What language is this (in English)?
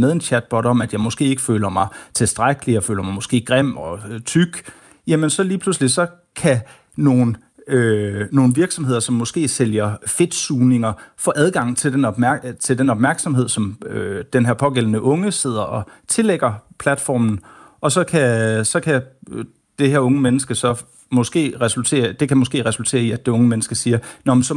Danish